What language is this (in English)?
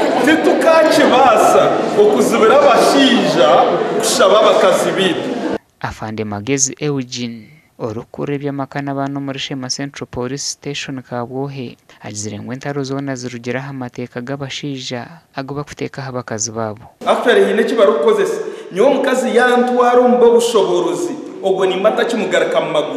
Nyankole